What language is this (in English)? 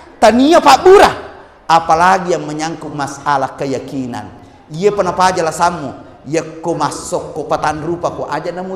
Buginese